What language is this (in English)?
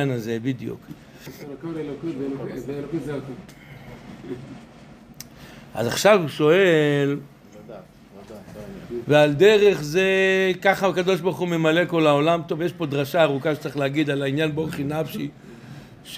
Hebrew